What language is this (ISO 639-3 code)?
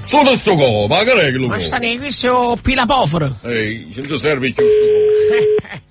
nap